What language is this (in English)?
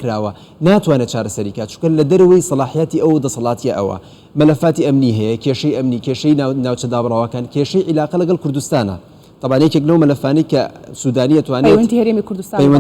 Central Kurdish